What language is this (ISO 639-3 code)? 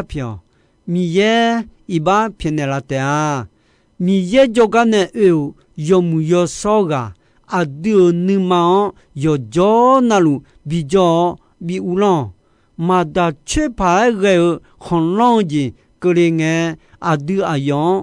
ahk